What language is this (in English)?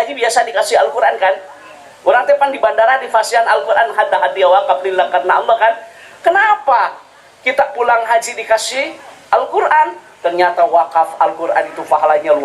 Sundanese